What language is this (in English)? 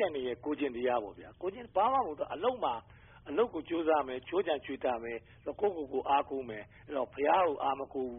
Burmese